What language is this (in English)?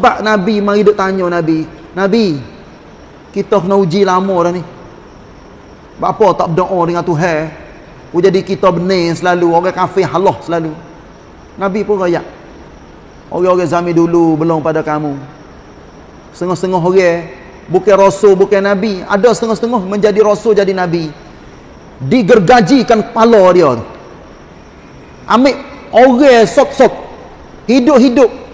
Malay